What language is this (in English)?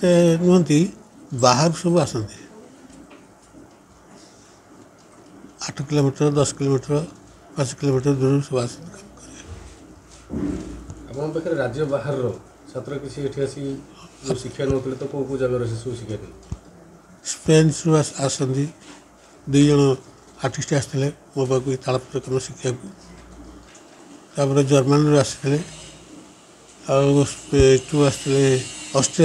Odia